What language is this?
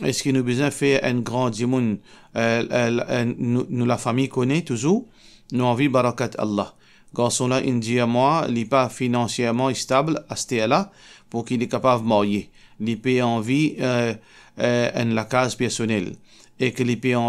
Morisyen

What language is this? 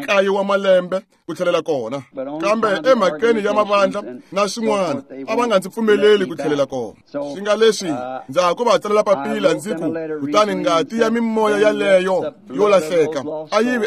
Tsonga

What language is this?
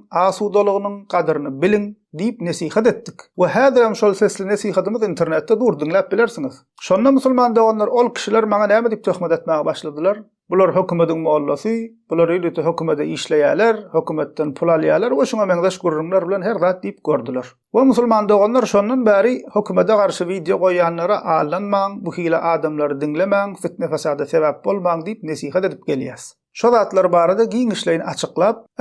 Turkmen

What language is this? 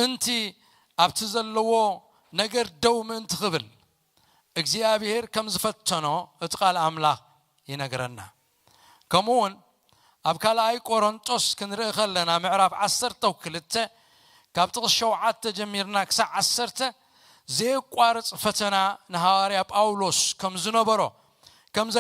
Tigrinya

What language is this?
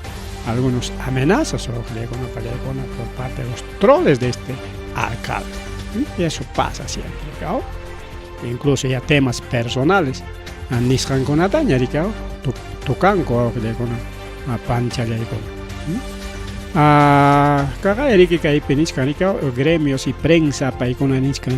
Ayacucho Quechua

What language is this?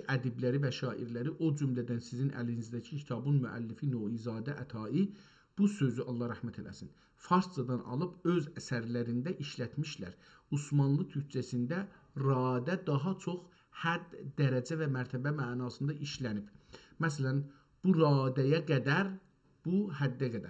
South Azerbaijani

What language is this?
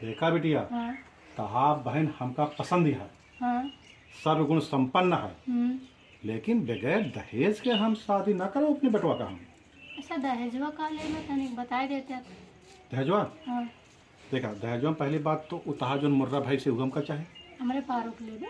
Awadhi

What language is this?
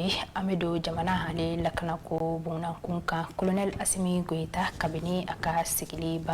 Bambara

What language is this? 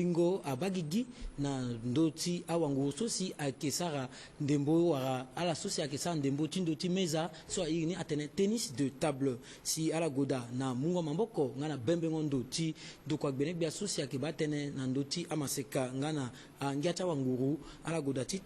Sango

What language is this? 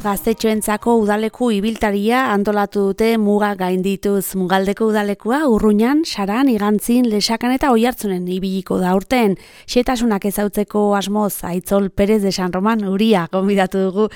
Basque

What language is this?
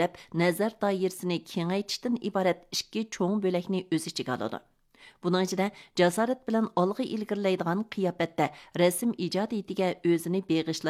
Uyghur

